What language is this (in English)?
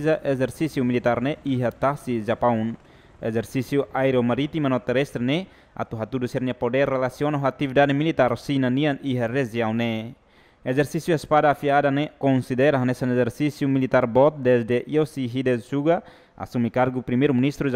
Tetum